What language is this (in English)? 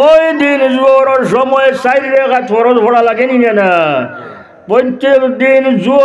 Sylheti